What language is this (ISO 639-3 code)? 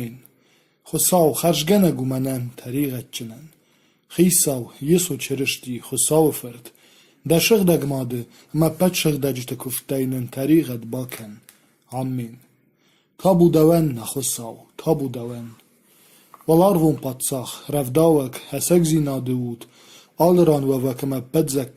oss